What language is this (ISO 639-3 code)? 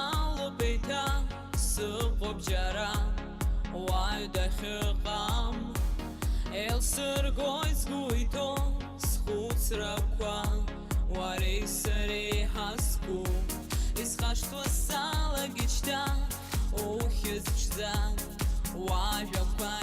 abk